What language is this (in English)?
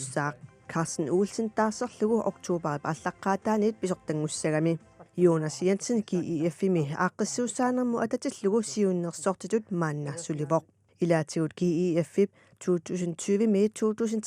Kalaallisut